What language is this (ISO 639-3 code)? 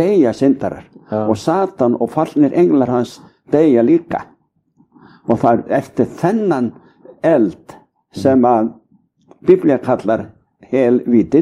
isl